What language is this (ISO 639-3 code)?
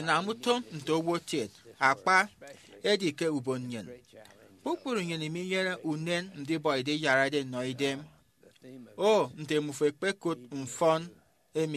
efi